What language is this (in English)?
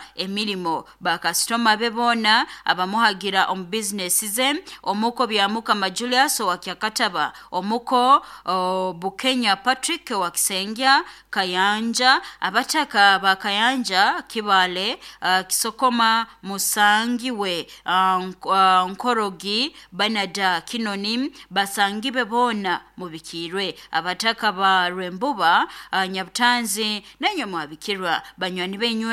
Nyoro